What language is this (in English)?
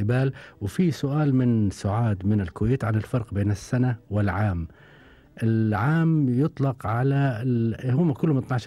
Gulf Arabic